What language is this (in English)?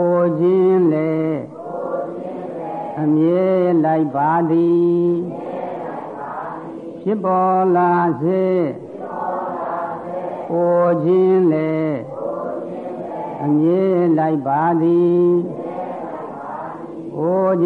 Burmese